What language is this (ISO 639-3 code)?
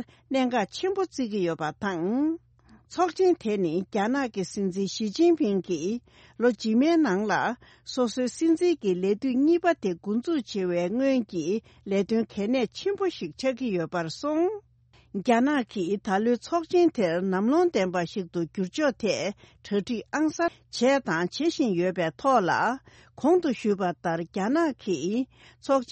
bod